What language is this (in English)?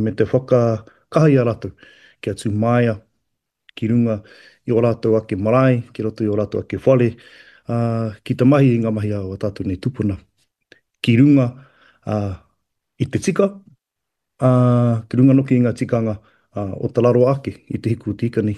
Māori